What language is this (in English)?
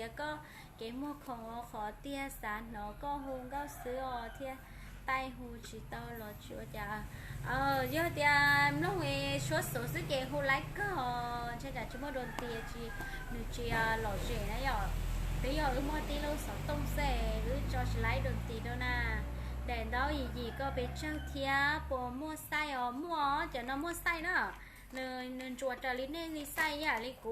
Hmong